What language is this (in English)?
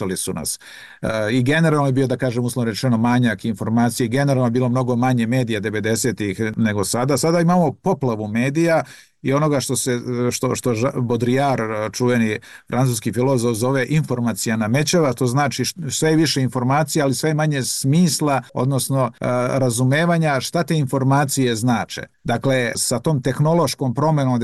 Serbian